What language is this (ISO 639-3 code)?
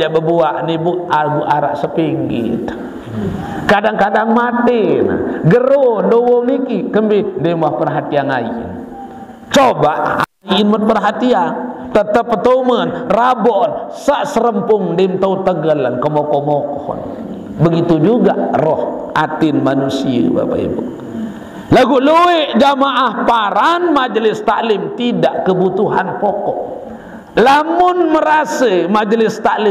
sas